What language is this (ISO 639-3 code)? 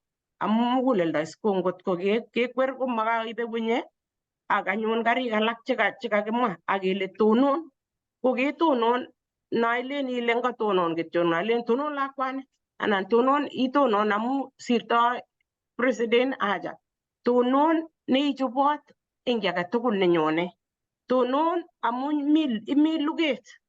kln